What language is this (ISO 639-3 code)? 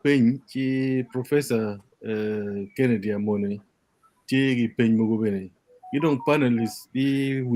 ach